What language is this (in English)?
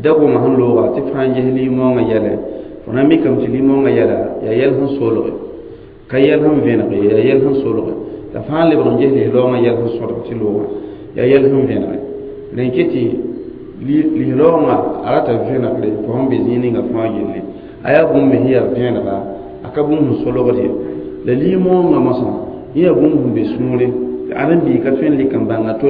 Mossi